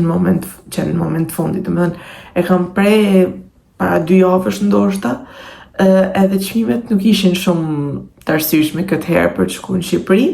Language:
Albanian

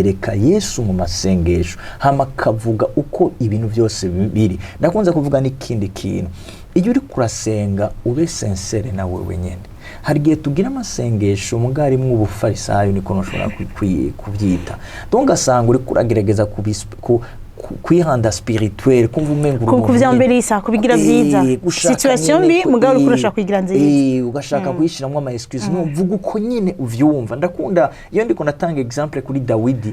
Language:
Rundi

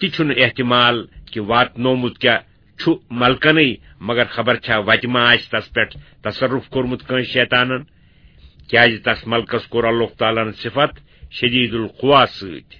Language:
Kashmiri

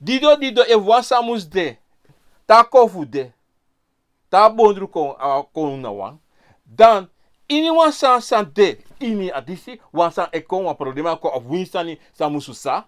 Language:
Sranan Tongo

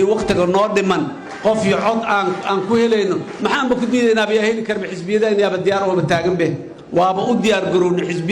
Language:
Somali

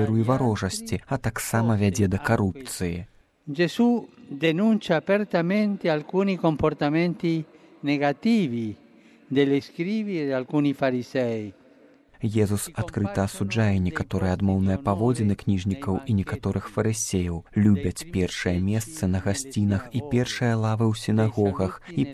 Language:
Belarusian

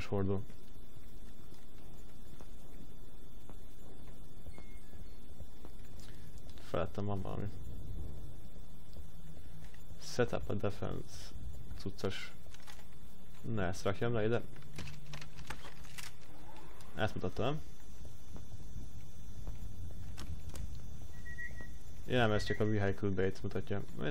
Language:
Hungarian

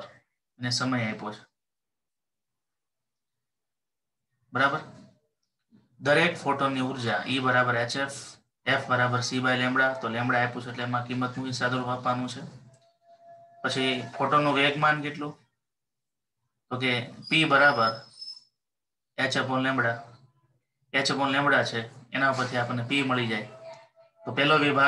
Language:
Gujarati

